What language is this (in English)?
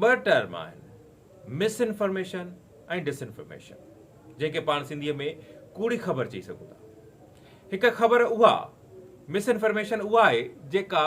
Sindhi